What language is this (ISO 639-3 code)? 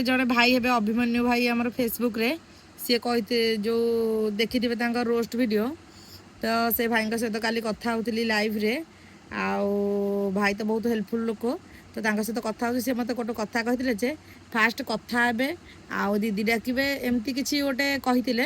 ori